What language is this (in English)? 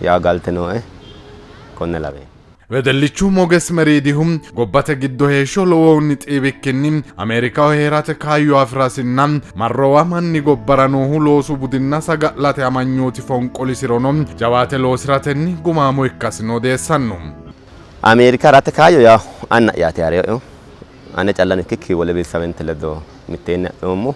Sidamo